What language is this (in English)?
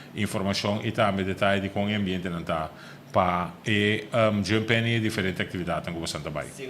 Papiamento